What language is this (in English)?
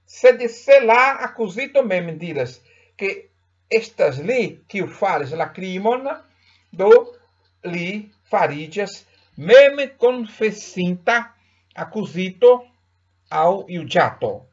Esperanto